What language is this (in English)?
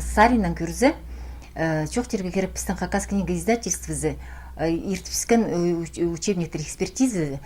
Khakas